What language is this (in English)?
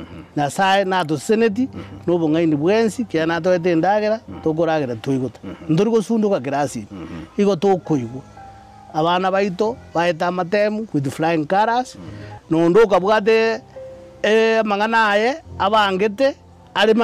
Gusii